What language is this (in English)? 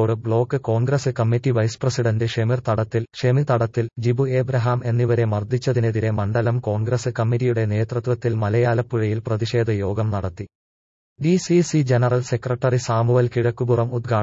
Malayalam